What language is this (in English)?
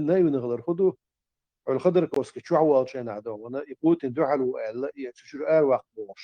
Chechen